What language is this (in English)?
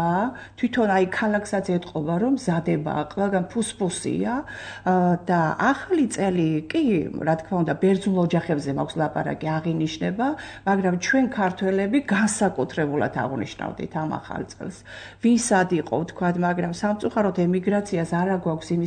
Georgian